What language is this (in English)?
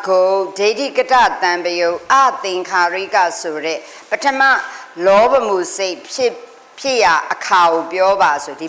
Burmese